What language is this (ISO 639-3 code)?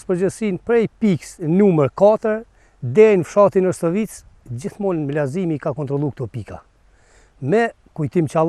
sqi